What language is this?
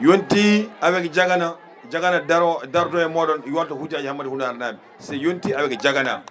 Fula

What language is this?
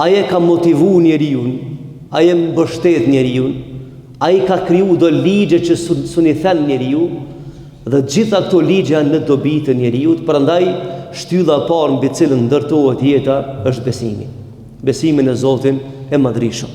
Albanian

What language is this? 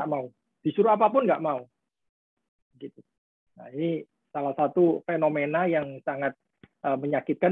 Indonesian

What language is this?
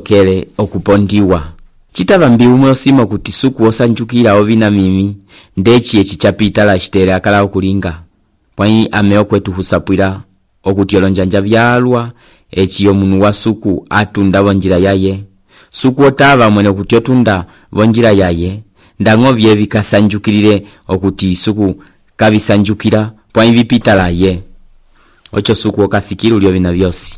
Umbundu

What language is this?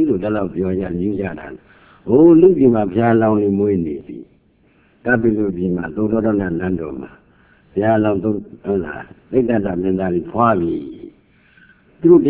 Burmese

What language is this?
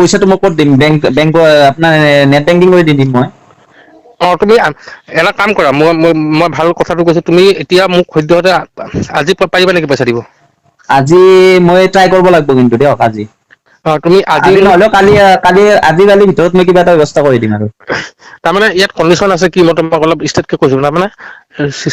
Assamese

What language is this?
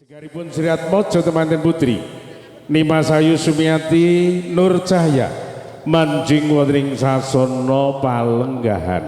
Javanese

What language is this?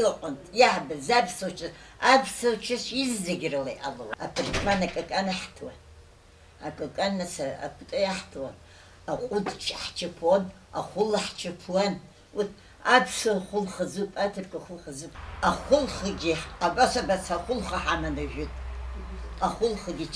Abkhazian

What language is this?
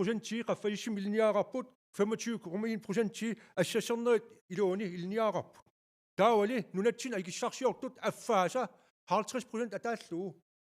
Kalaallisut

